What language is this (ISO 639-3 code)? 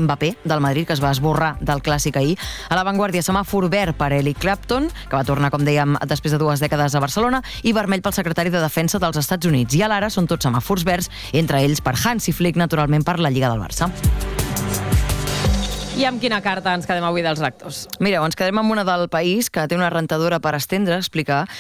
cat